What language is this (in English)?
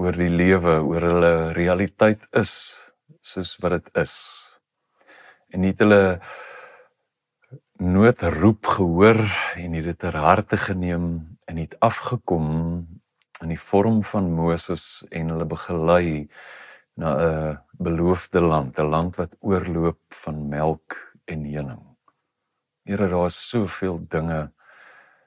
Afrikaans